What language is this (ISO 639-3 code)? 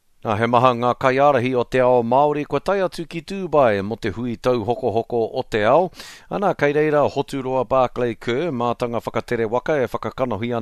mri